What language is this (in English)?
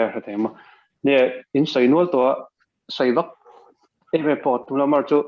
Mizo